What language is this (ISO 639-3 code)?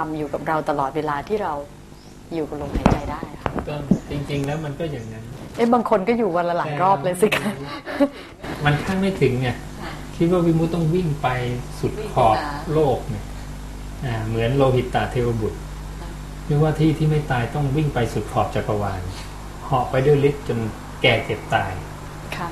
tha